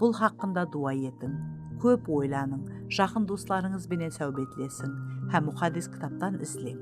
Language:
Kara-Kalpak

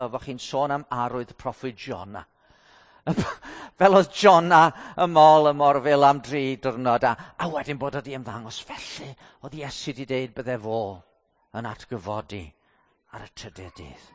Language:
Welsh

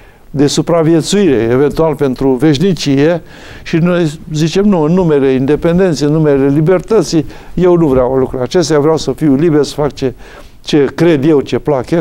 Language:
Romanian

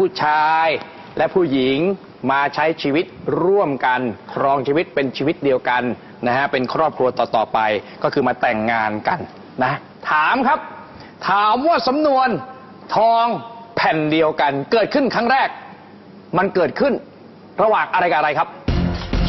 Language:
Thai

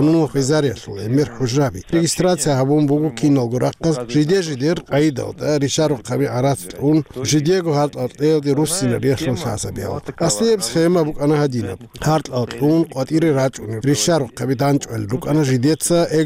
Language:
Avaric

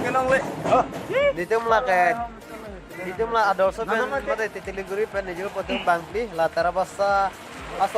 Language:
Karbi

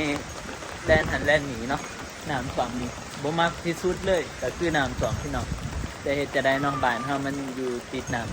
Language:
Northeastern Thai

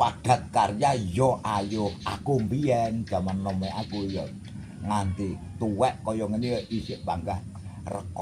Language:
Javanese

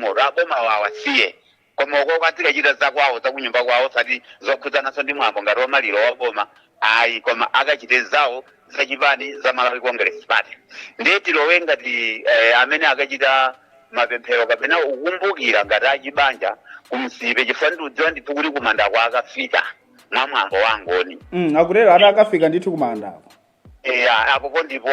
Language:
Nyanja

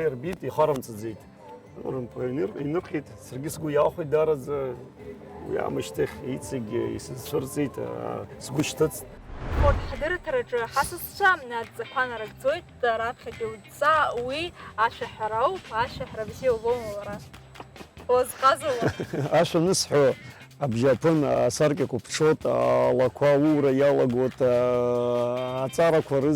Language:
Abkhazian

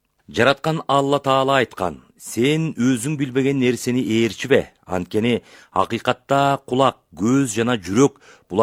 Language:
Kyrgyz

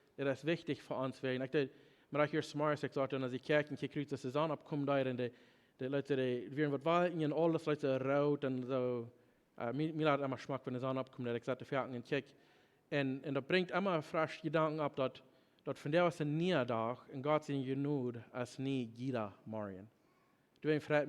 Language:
Plautdietsch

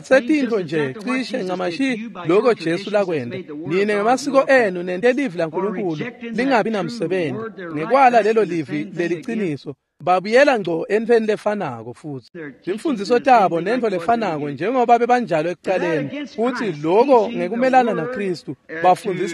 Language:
Swati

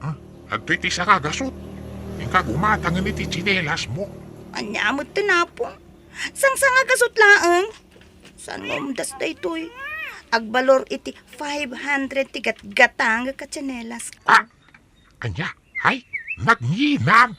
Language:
Iloko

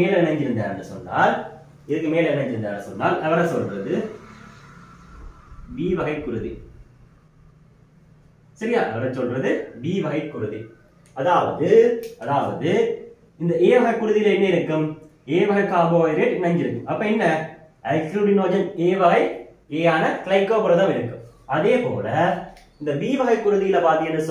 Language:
Tamil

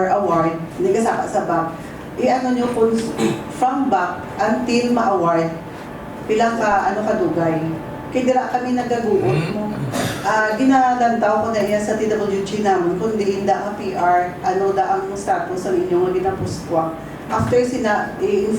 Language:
Hiligaynon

